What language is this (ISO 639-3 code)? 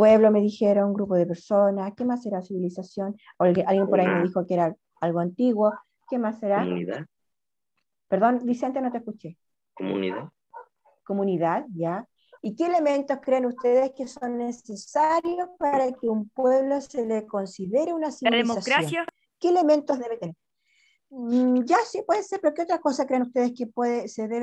spa